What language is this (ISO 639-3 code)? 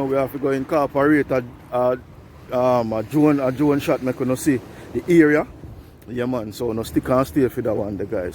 jam